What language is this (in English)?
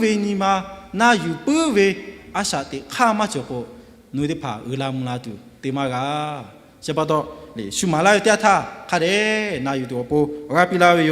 Lahu